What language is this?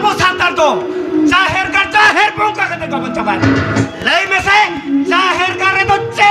Santali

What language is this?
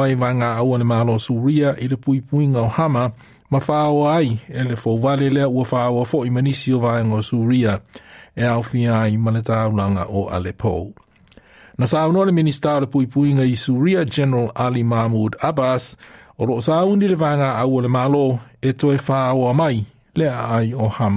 Samoan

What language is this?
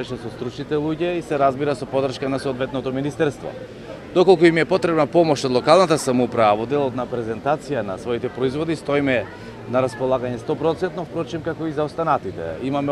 Macedonian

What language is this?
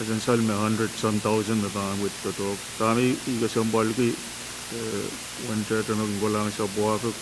Pohnpeian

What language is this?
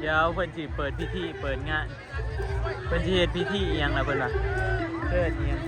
Northeastern Thai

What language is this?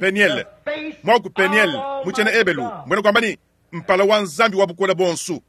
Luba-Lulua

